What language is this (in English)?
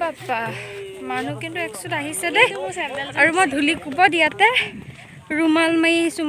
Assamese